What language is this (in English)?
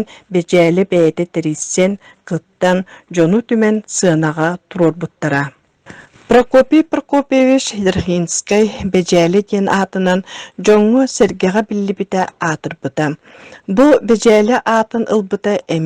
Yakut